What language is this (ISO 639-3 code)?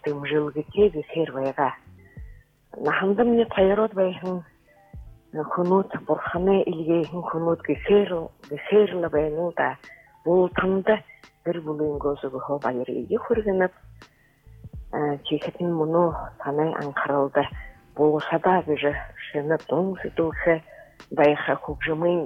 bua